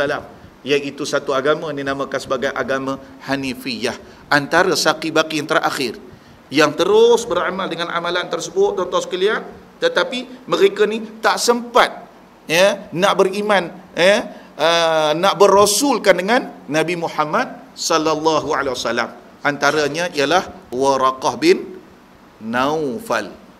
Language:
Malay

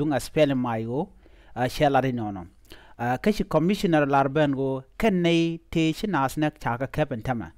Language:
Nuer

